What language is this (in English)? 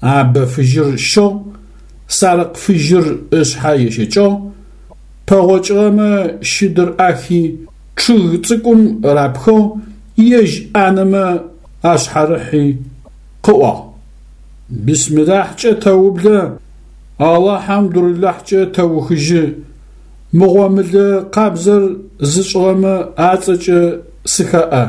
Adyghe